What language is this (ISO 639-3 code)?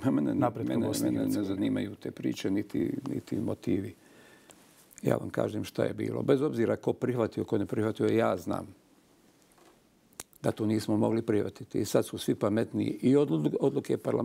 bos